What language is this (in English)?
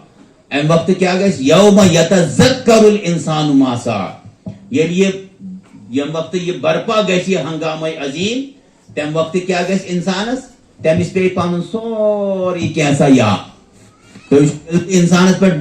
Kashmiri